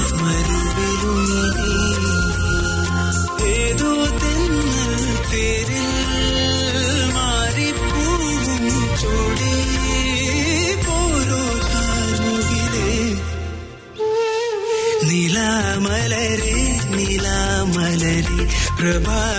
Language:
Malayalam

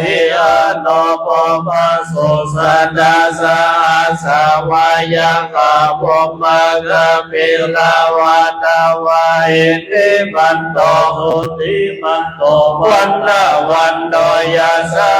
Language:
Pali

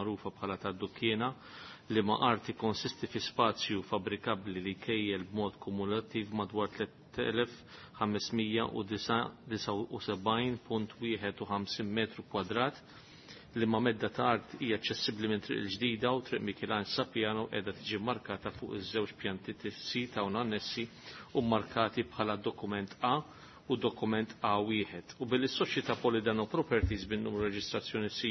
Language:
Maltese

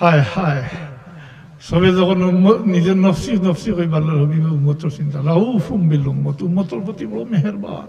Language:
Sylheti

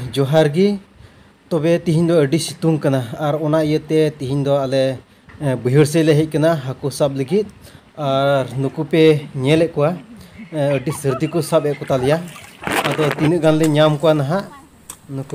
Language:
Santali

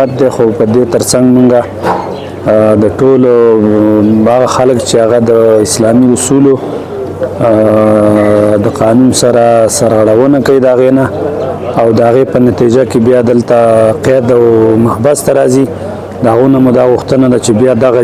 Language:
Pashto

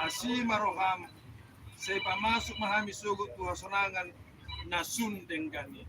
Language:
Batak Toba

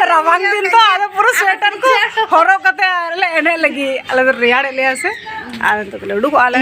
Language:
Santali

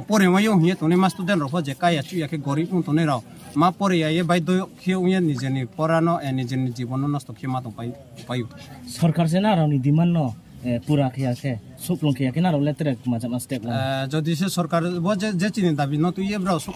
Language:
Riang (India)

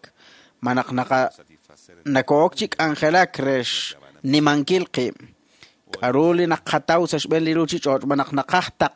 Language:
Kekchí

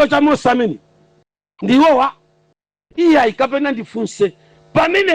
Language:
Nyanja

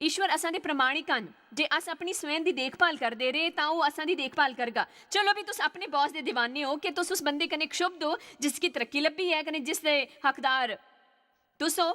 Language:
Dogri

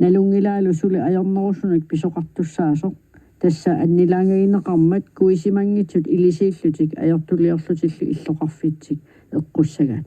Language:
Kalaallisut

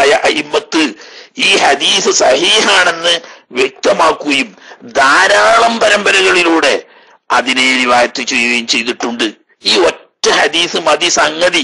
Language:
Malayalam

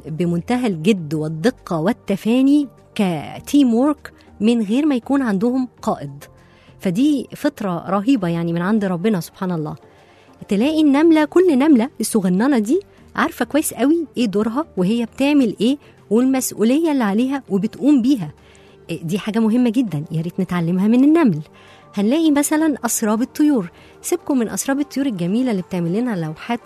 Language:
Egyptian Arabic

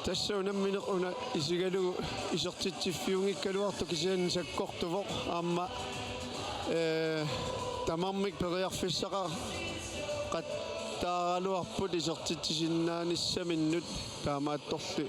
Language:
Kalaallisut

